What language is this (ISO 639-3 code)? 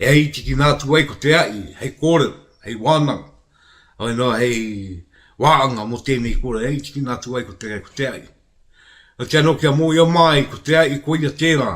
mri